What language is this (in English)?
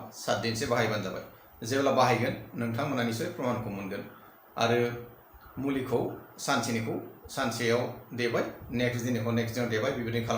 Bodo